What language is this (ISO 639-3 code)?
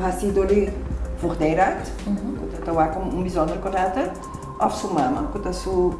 pap